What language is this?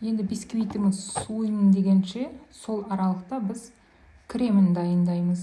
Kazakh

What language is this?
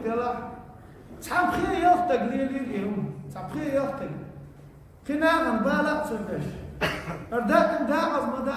Chechen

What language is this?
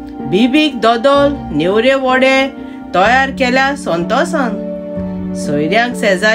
Konkani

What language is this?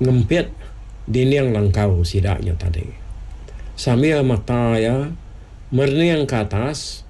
Iban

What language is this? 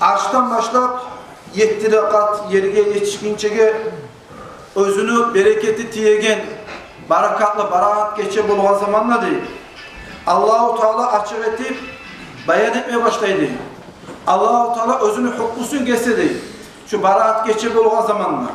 Kumyk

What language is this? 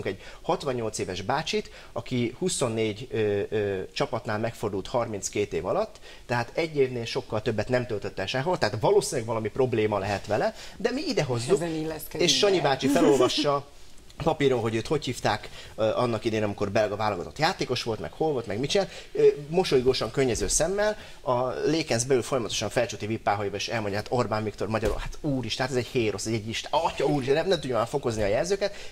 Hungarian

